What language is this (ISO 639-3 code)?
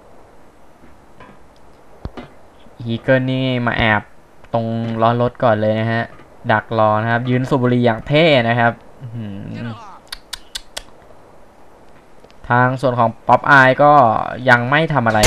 tha